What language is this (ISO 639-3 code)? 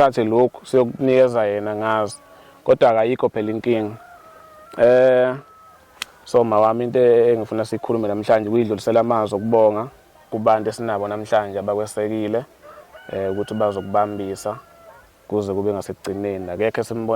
zul